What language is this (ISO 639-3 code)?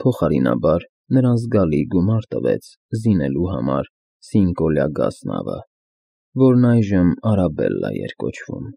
hye